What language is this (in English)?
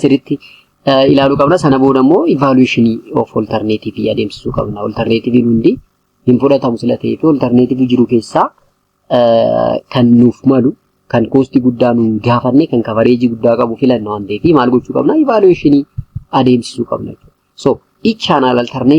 Oromo